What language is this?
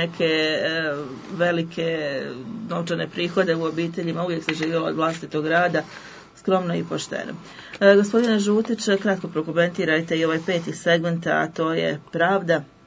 Bosnian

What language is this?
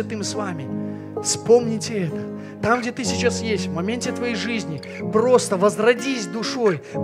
Russian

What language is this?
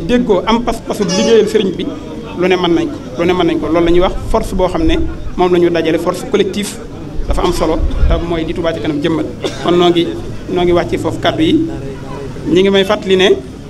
Wolof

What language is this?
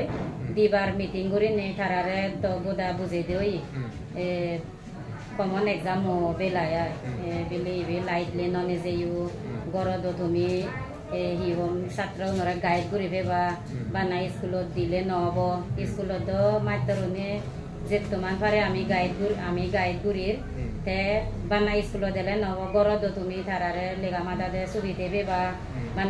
Chakma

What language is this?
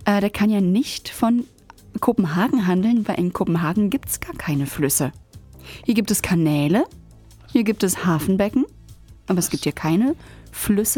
German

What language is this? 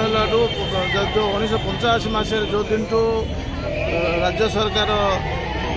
Odia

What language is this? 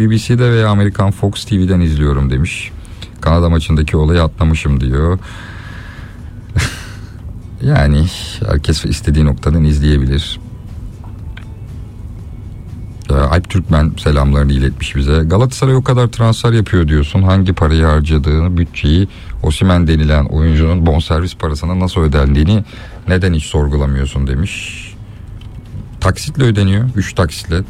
Turkish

